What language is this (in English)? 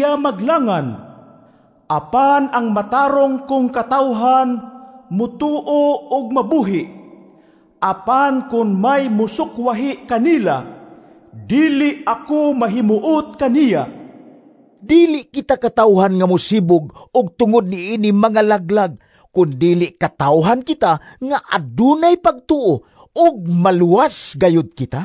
Cebuano